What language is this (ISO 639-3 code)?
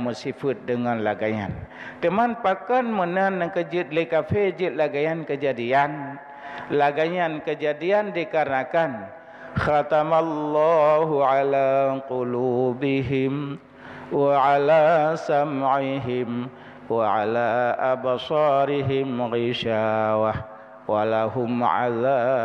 ace